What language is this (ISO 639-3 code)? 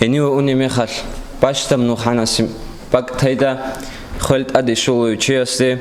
ava